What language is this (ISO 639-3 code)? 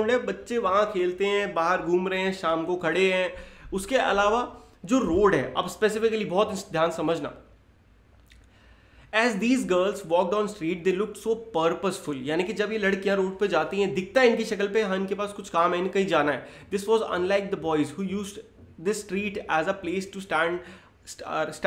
hin